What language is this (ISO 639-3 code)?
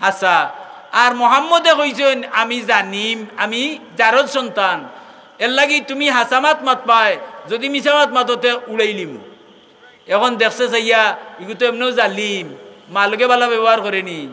syl